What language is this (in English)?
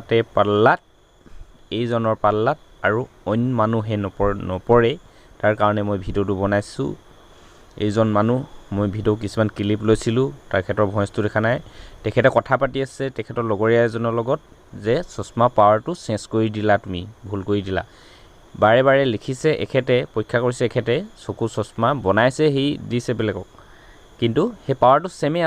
Assamese